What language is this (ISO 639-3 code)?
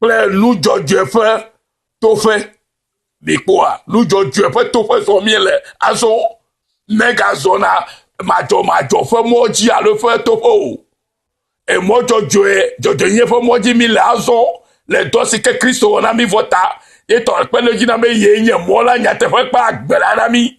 ewe